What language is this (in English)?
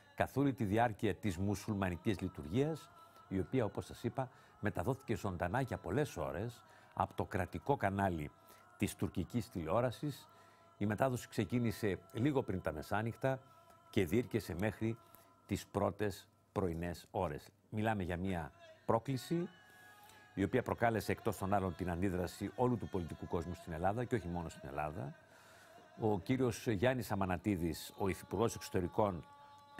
Greek